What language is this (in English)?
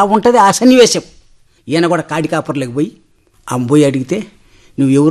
Telugu